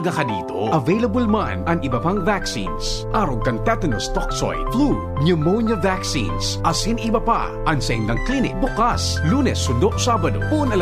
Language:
Bikol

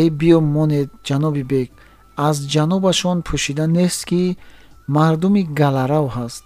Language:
Tajik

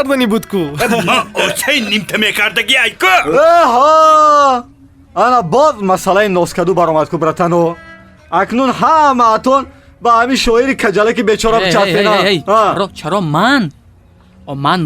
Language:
Tajik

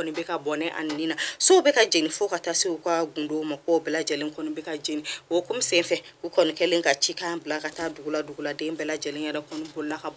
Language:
Bambara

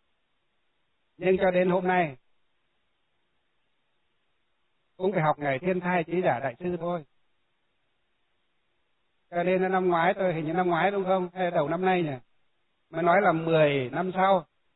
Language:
Vietnamese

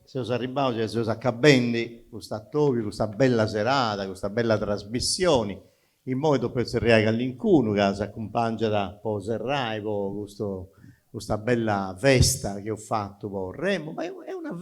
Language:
Sardinian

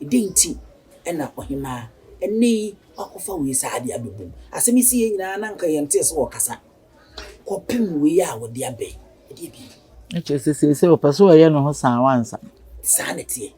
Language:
Akan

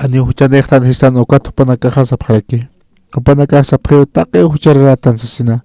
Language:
Aymara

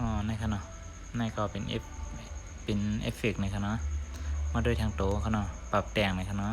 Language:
Shan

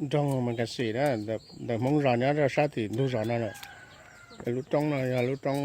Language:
Hmong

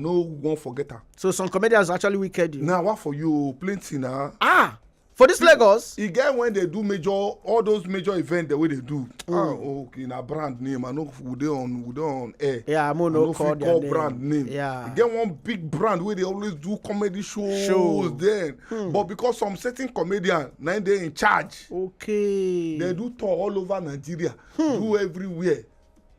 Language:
Nigerian Pidgin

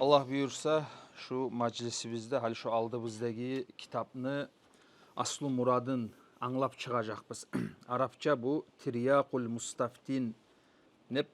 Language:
Kumyk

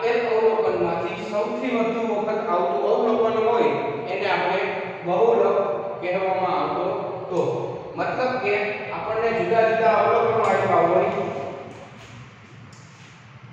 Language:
Gujarati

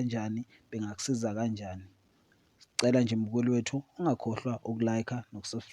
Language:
Zulu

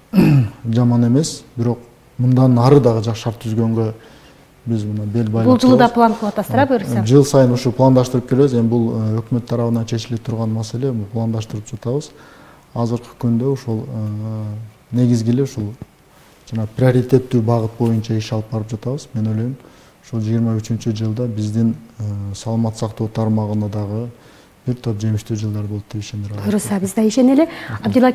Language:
Kyrgyz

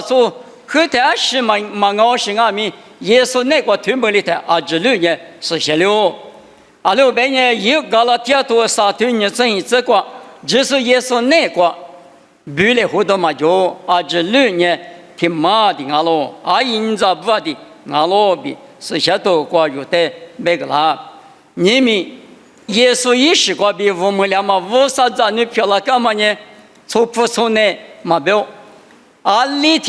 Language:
Lisu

